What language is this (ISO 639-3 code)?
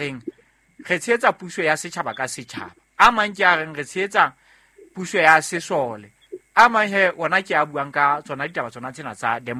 sot